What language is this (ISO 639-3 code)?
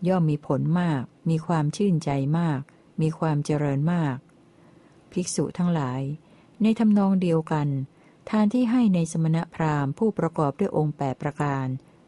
tha